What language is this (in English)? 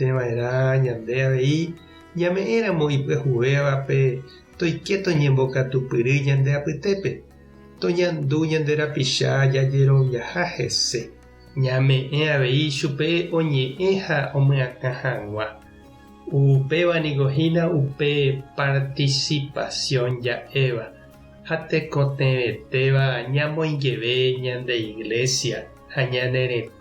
Guarani